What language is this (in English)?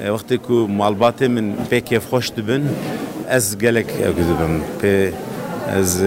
Kurdish